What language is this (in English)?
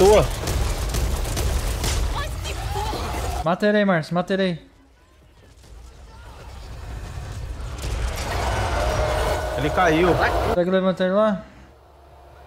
Portuguese